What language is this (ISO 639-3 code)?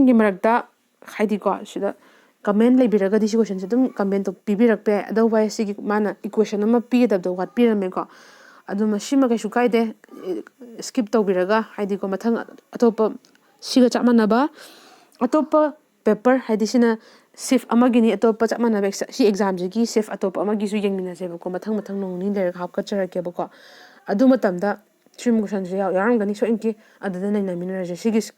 mni